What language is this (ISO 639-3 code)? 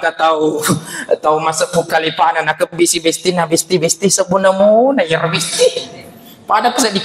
bug